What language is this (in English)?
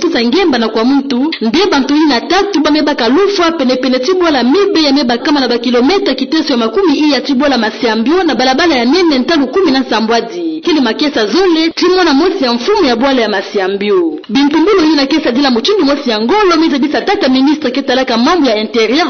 Kituba (Democratic Republic of Congo)